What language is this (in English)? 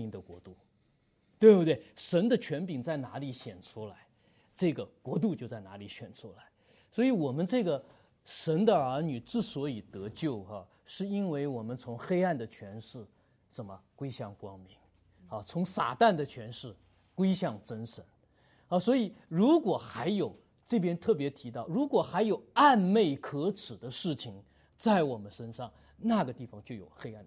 Chinese